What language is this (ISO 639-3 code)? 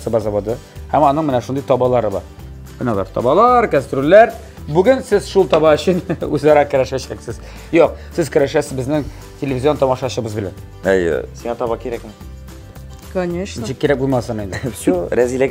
tat